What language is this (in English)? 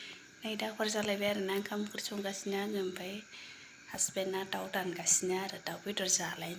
Bodo